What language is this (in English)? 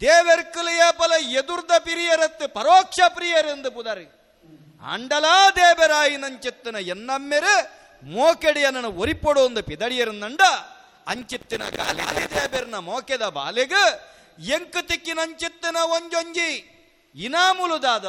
Tulu